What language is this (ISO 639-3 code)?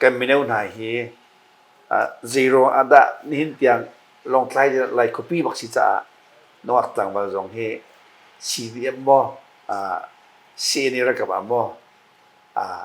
cnh